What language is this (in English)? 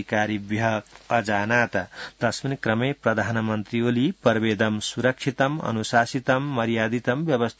Sanskrit